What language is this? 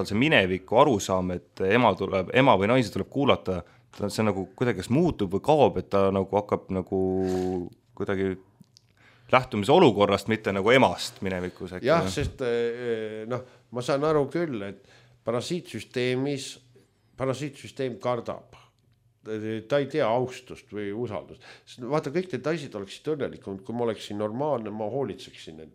Estonian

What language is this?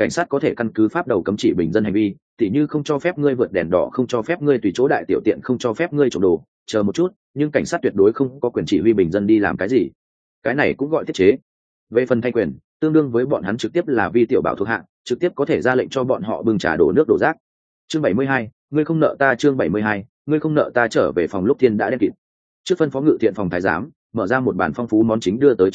Vietnamese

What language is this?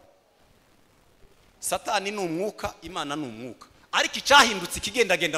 Kinyarwanda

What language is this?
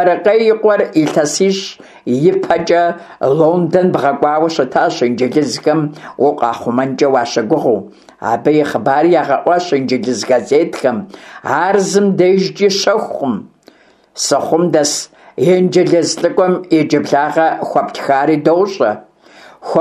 Kabardian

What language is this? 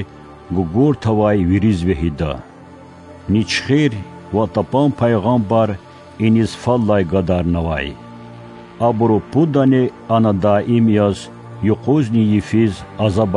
Lezghian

